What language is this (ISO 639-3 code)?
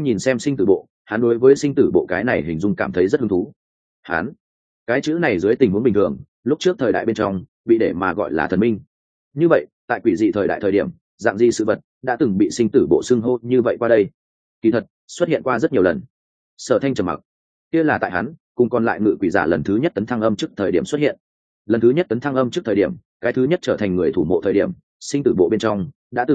vie